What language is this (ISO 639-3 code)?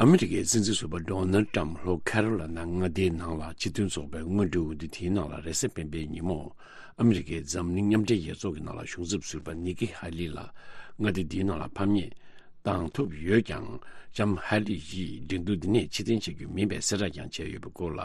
bod